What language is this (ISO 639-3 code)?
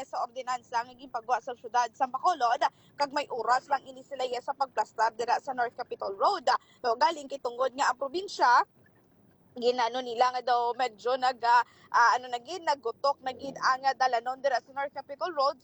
hil